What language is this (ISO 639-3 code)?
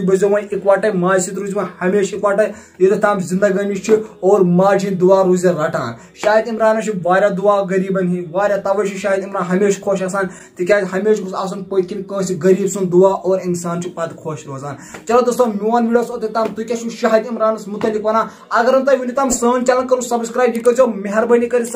kas